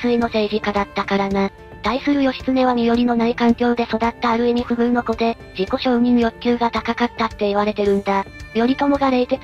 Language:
Japanese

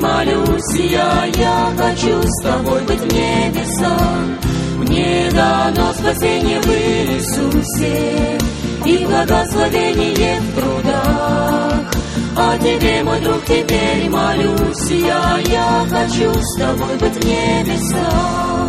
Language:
Russian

